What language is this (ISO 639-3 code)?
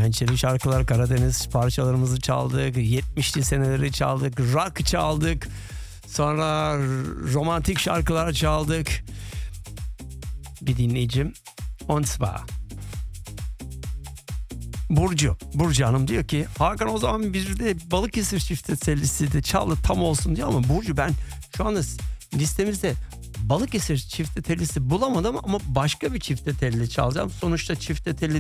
tur